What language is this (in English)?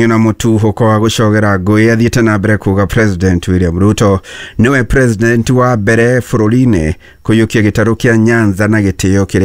Kikuyu